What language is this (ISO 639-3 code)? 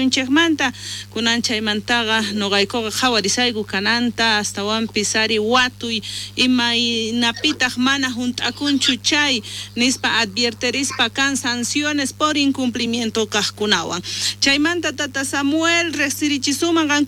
quh